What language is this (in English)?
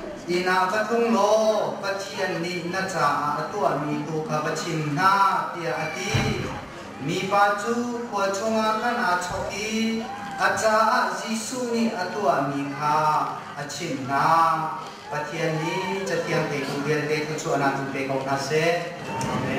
Hakha Chin